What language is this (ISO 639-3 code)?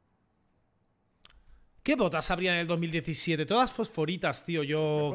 spa